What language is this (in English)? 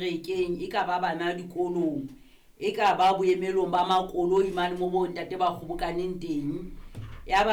Southern Sotho